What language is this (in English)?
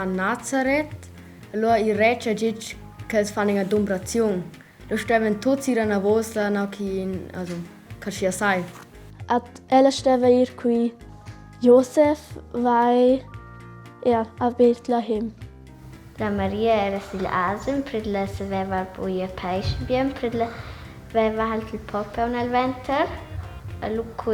Romansh